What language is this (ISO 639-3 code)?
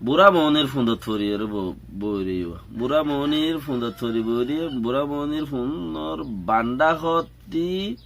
rhg